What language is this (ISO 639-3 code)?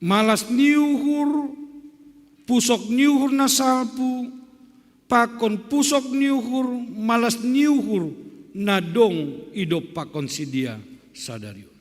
bts